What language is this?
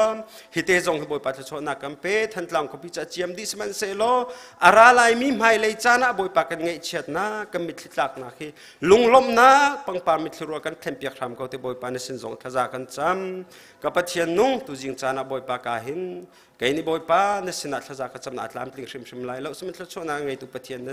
Hakha Chin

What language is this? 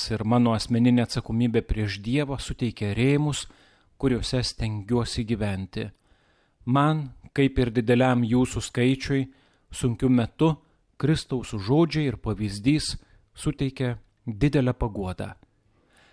Lithuanian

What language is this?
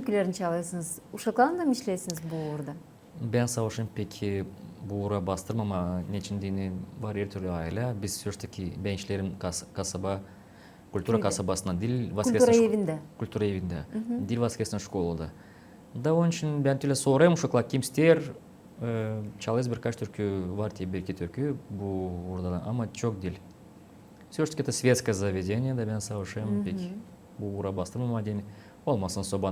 Gagauz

